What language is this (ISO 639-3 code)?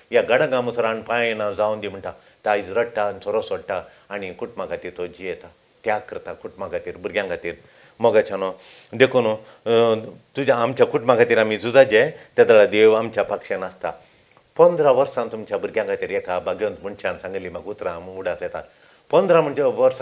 kok